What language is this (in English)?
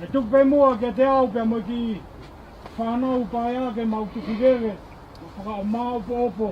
Tongan